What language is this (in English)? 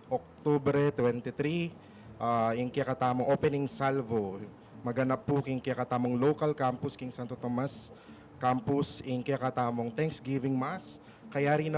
Pampanga